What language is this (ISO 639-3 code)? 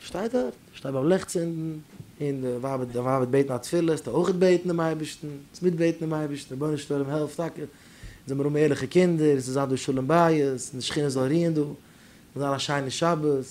yid